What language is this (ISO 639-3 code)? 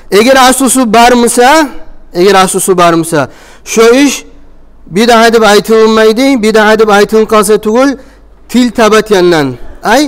kum